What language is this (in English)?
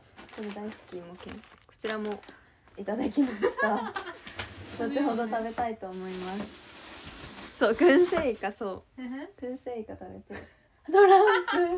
Japanese